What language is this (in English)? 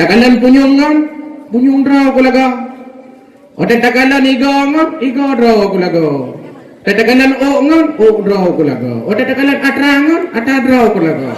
Achinese